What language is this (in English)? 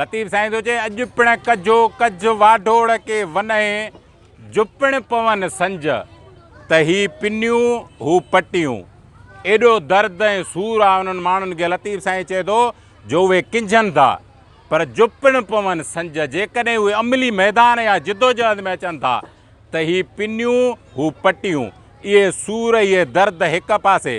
Sindhi